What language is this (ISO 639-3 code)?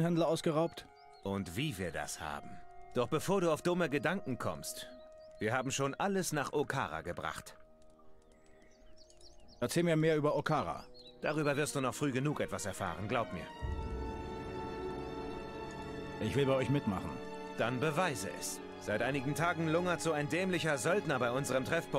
deu